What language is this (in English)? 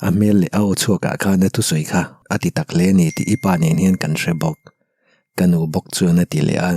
Mizo